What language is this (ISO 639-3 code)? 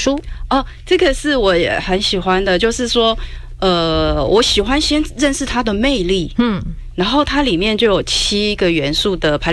zho